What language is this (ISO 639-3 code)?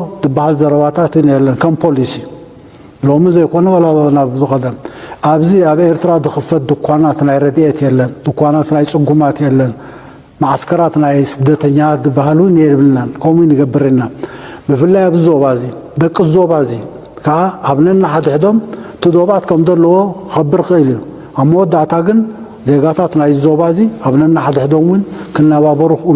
tir